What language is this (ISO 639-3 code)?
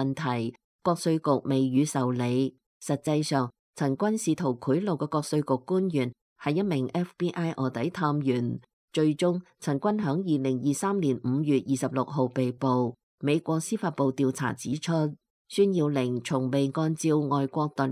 yue